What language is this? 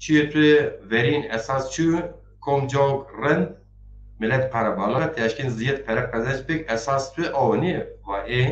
Zaza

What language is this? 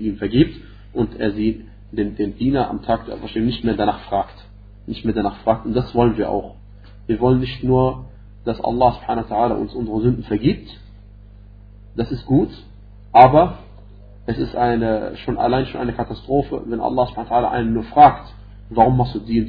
German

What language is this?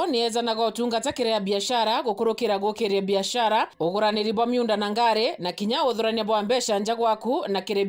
Meru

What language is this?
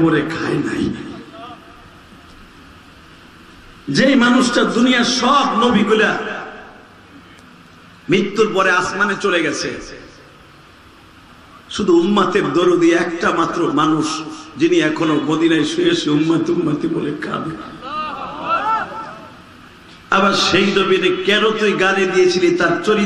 Bangla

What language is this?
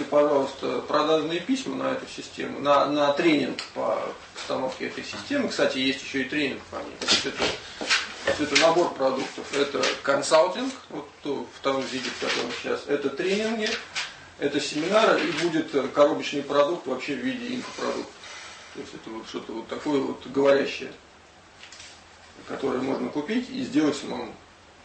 Russian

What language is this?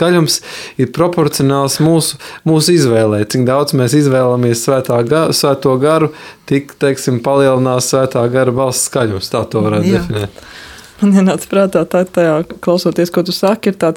Latvian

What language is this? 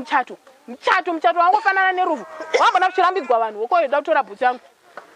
Shona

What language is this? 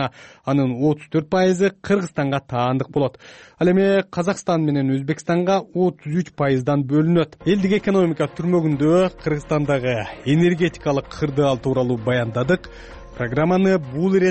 Kyrgyz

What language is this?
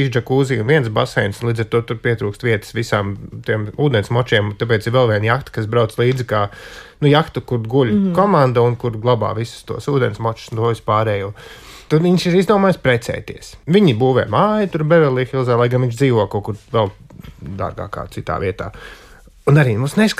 Latvian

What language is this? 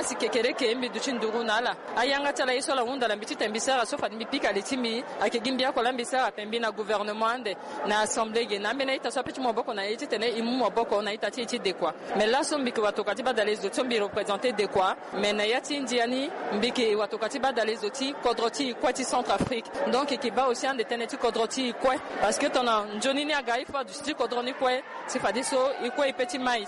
Sango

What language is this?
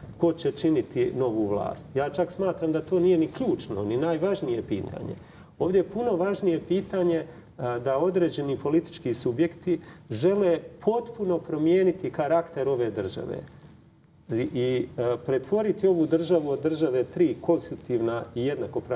Croatian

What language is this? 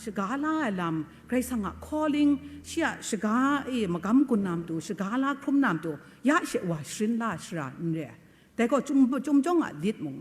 Kachin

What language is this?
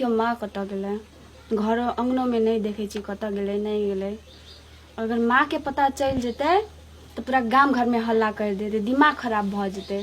Maithili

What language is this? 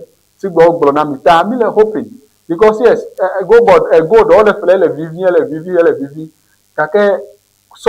Ewe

